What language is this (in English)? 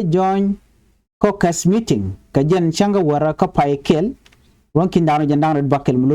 Nuer